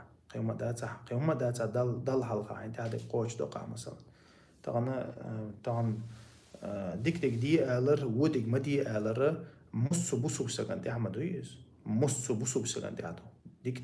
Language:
Chechen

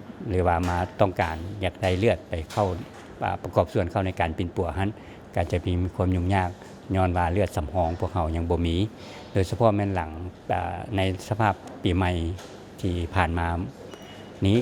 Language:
Lao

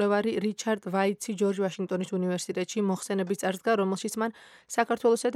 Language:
Georgian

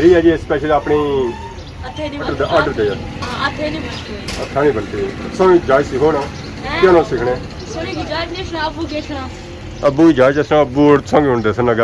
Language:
Pahari-Potwari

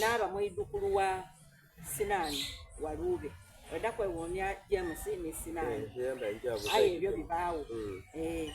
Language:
Soga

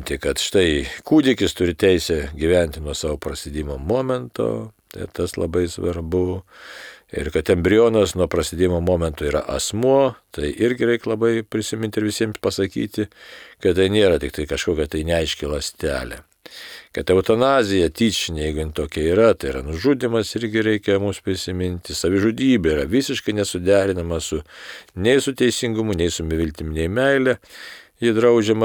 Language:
Lithuanian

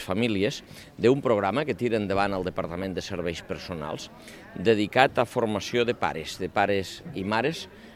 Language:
Catalan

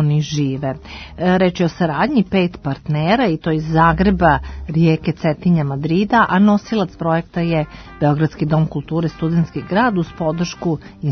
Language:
Serbian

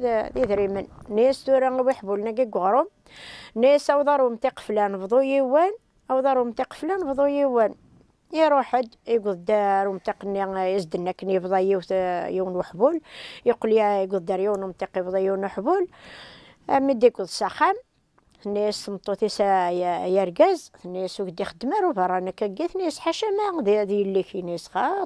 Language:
Kabyle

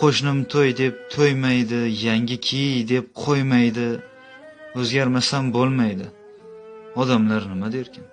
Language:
Uzbek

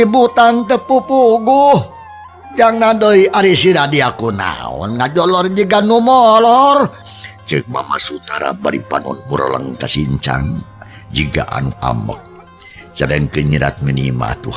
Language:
Sundanese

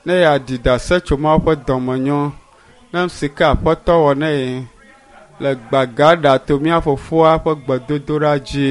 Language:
Ewe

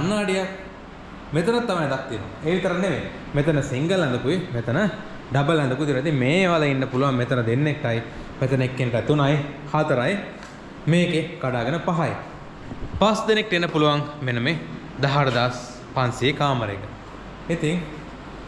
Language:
Sinhala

